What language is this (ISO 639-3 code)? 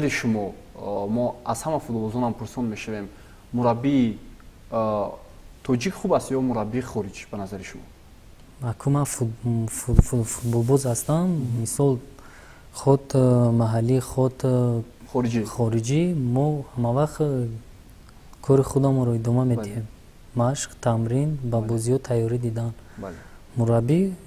tgk